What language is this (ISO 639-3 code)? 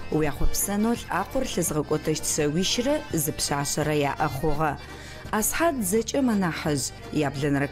ady